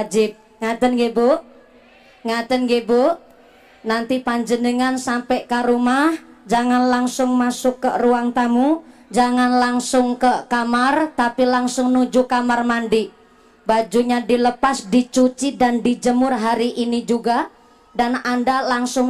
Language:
Indonesian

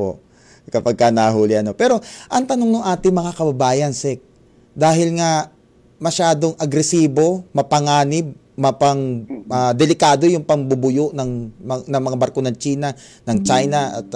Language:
Filipino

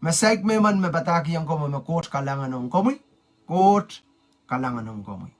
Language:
Pohnpeian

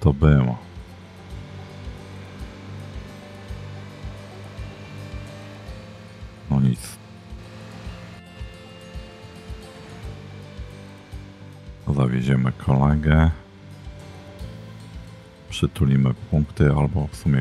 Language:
Polish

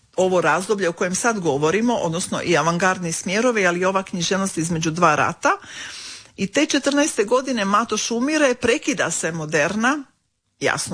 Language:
Croatian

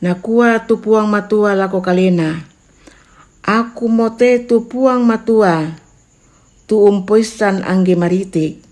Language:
Toraja-Sa'dan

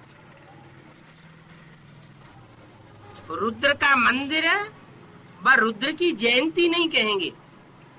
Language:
Hindi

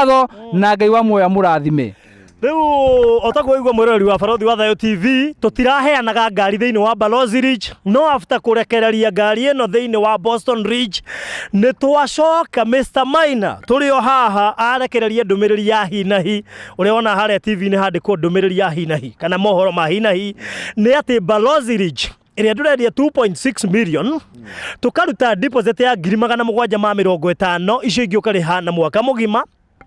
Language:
Kikuyu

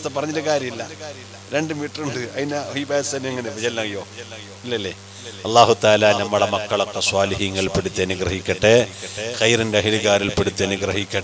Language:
Malayalam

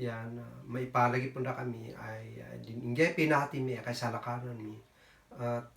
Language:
Kankanaey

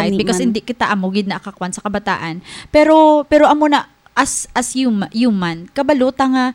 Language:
Hiligaynon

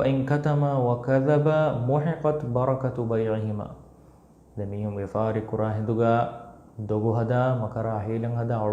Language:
Divehi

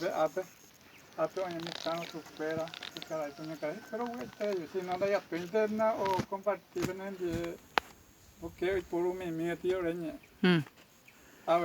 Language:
Guarani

